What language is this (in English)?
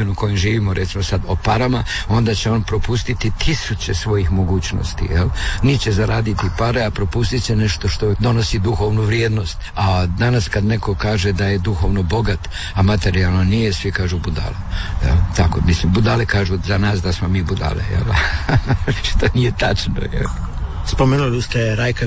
Croatian